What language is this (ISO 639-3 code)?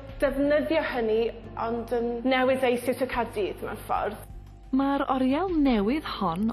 cym